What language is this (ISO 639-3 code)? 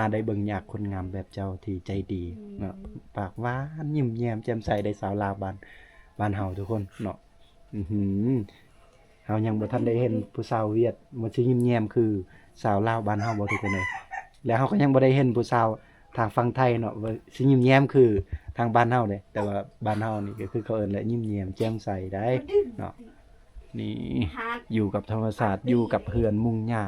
lao